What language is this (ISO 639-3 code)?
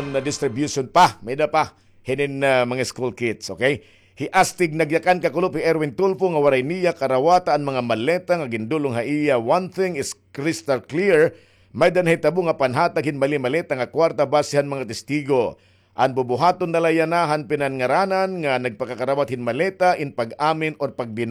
war